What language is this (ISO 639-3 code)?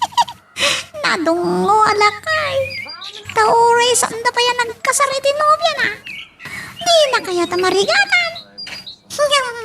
ilo